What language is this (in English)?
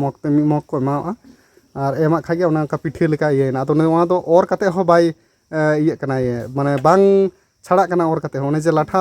Santali